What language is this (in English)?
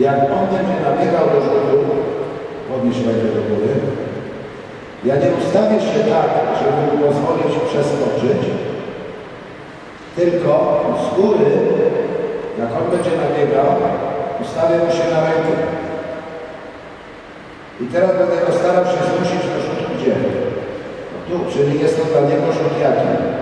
Polish